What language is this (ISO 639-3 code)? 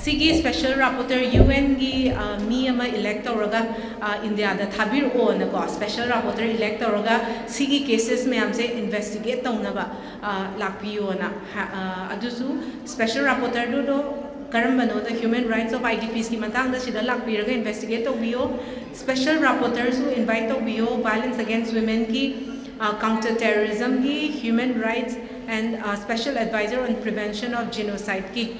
mni